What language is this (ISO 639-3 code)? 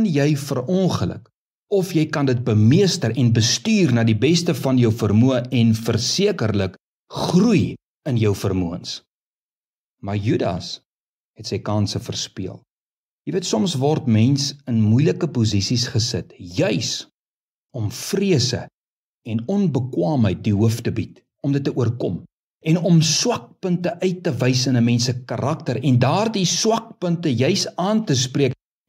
afr